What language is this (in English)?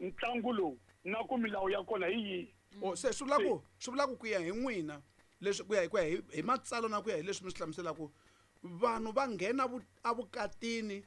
Tsonga